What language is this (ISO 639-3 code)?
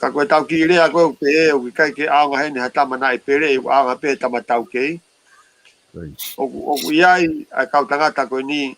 ton